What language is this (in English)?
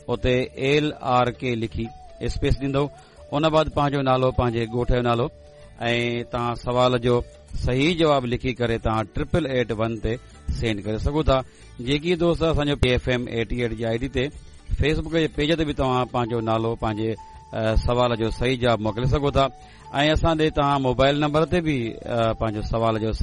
Sindhi